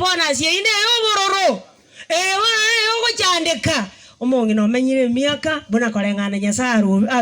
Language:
Gusii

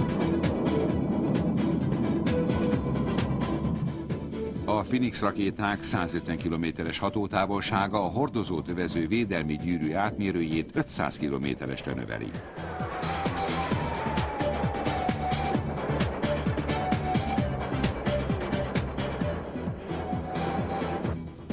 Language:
Hungarian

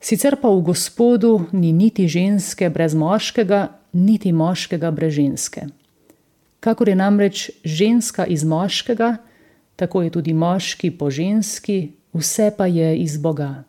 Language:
Slovenian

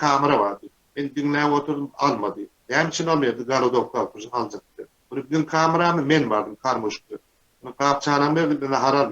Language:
Turkmen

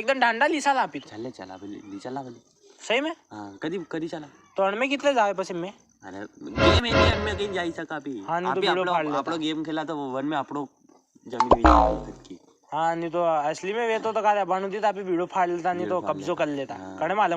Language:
Rajasthani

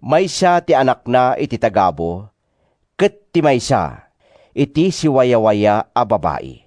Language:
Iloko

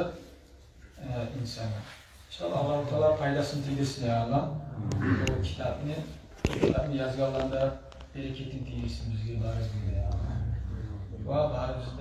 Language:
Kumyk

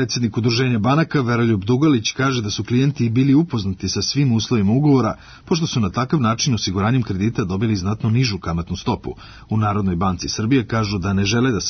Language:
Serbian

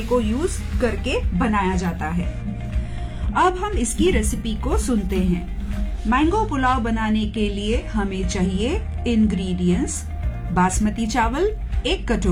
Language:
Hindi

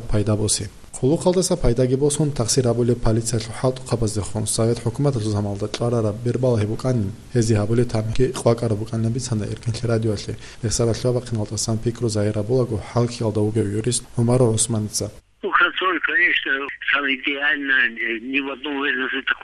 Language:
Avaric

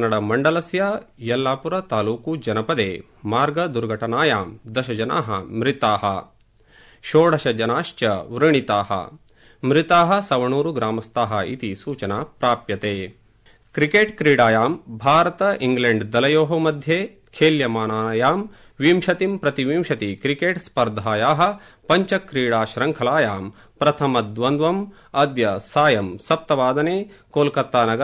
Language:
Sanskrit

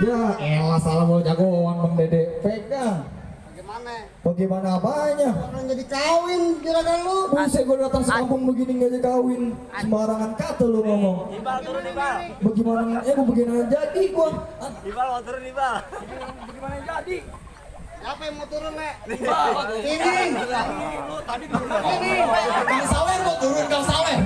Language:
Betawi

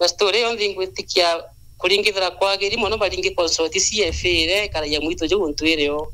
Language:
Meru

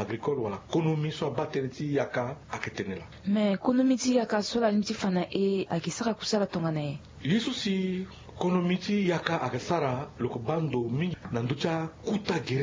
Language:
Sango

